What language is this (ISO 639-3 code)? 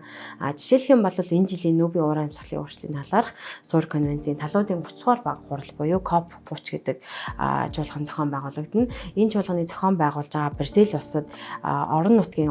mon